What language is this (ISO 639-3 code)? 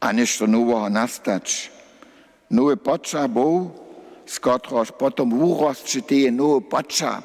hsb